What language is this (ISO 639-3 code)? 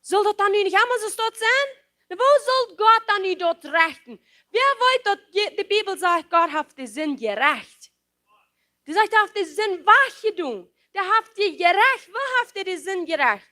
pdt